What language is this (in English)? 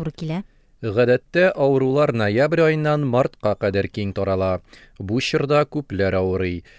Tatar